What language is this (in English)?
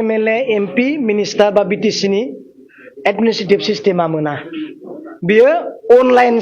Bodo